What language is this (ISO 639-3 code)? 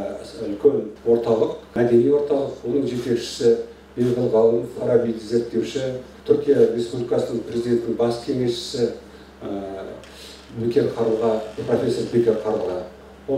kaz